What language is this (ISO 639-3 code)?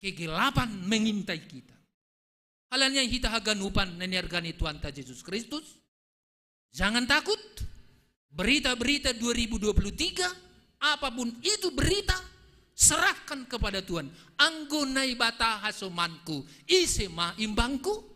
bts